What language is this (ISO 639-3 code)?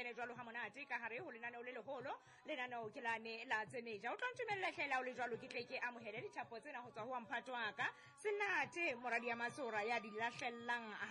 sot